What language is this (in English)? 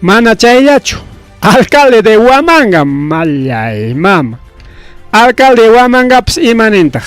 Ayacucho Quechua